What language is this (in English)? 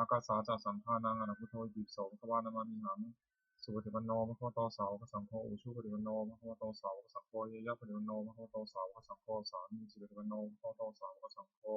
Pali